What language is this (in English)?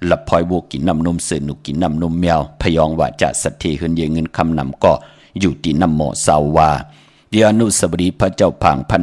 Shan